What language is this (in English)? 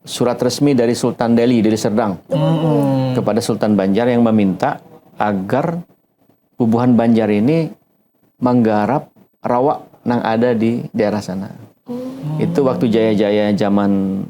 Banjar